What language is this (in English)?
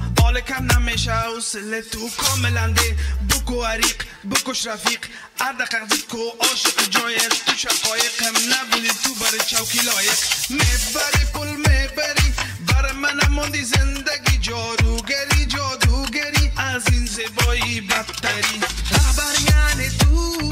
Persian